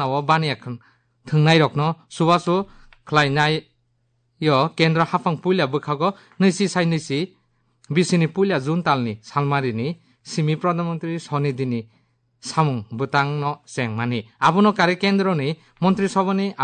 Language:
Kok Borok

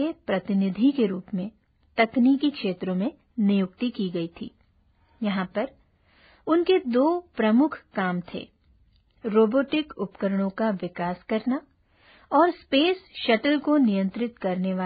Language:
Hindi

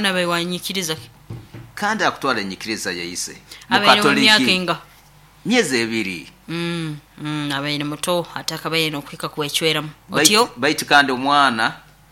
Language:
Nyoro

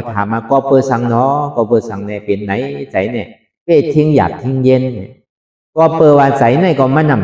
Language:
Shan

